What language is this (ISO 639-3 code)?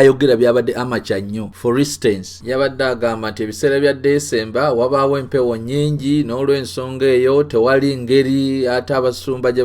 lug